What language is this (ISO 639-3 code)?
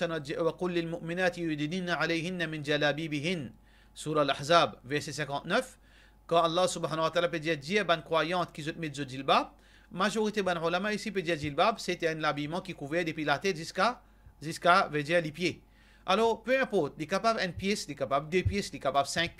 mfe